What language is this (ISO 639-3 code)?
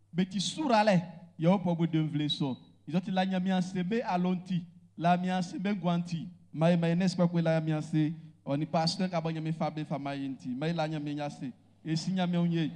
bci